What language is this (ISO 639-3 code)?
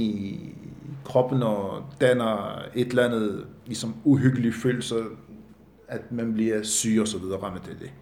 dan